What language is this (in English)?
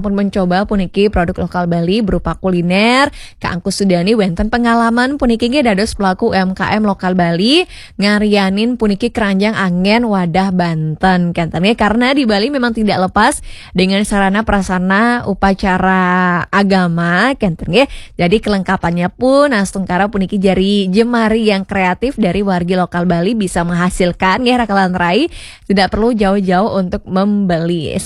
Balinese